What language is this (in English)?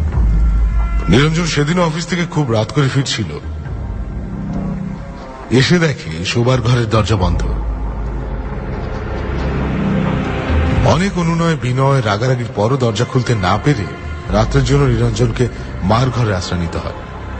Bangla